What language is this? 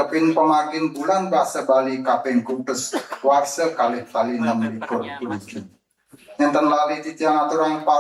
Balinese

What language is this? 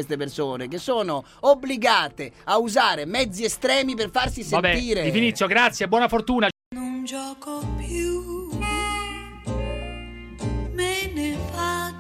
Italian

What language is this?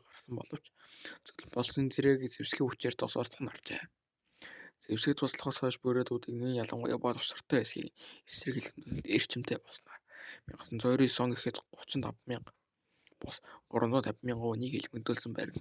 Mongolian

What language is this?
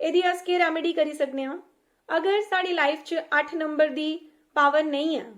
Dogri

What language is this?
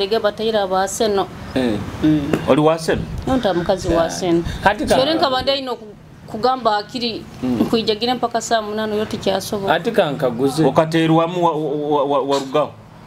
Nyoro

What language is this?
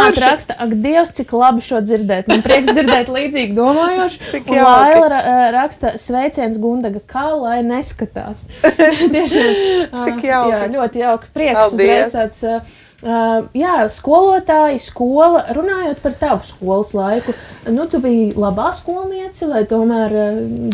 Latvian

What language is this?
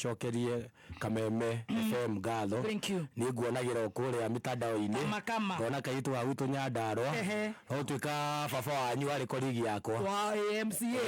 Kikuyu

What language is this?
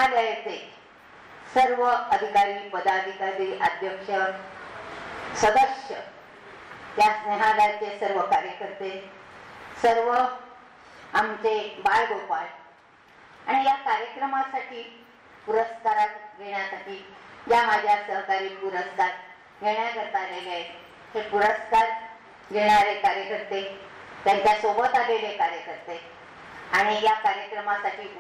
Marathi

